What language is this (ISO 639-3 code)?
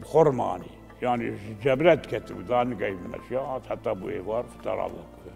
kur